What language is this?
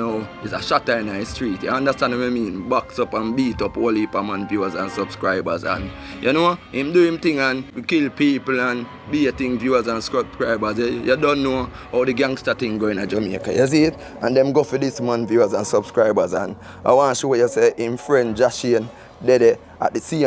Jamaican Creole English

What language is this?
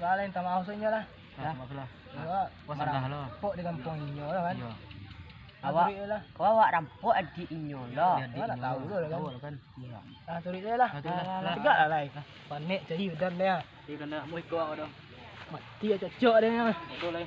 Minangkabau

